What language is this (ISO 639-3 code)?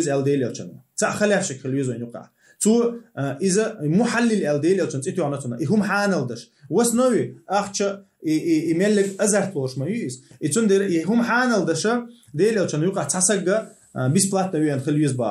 che